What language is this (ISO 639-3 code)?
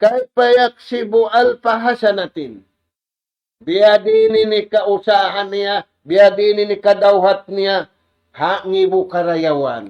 tsg